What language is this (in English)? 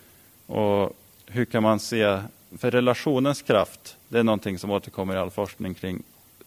Swedish